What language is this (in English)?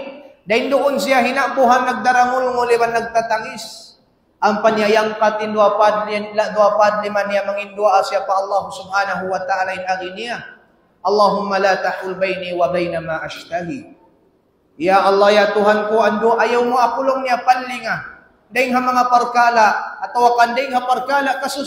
Tausug